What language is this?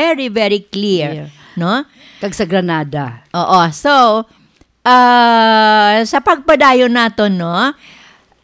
Hiligaynon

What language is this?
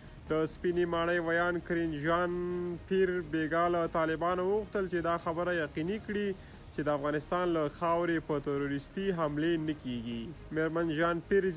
Pashto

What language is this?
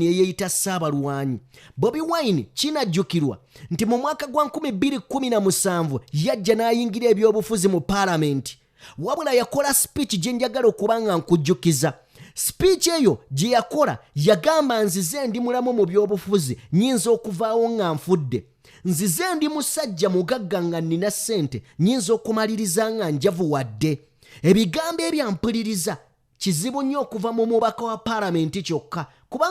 Ganda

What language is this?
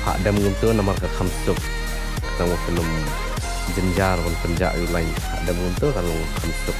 Khasi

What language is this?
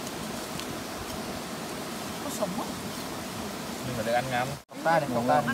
Vietnamese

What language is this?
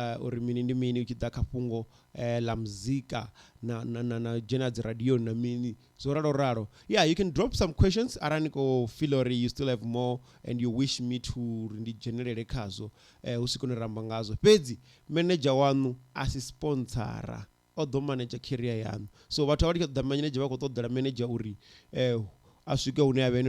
Venda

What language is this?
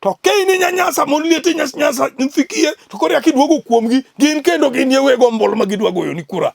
Luo (Kenya and Tanzania)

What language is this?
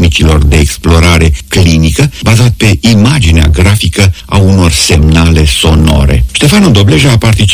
Romanian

